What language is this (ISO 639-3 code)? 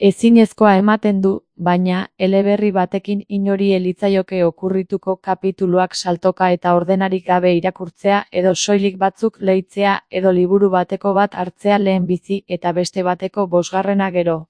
eus